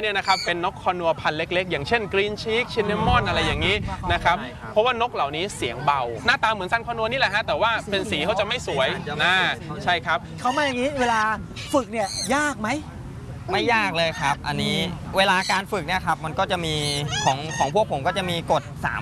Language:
Thai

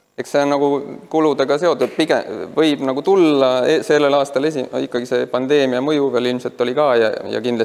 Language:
Estonian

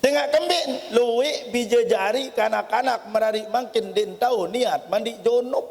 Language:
Sasak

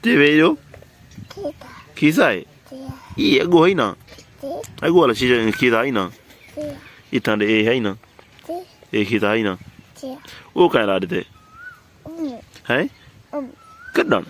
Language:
Saraiki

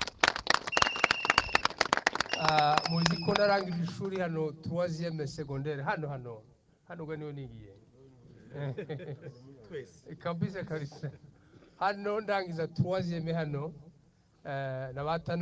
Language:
Kinyarwanda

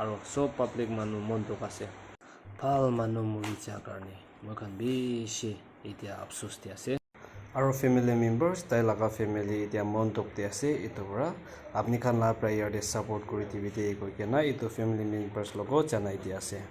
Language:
Naga Pidgin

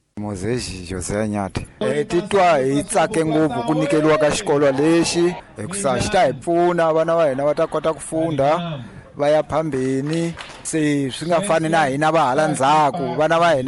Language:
Tsonga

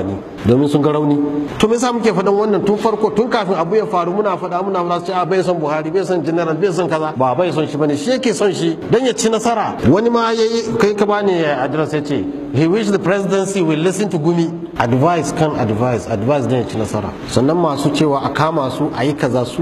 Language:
Hausa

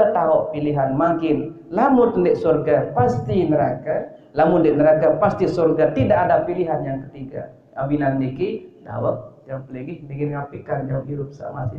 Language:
Sasak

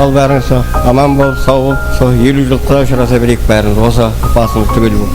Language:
Kara-Kalpak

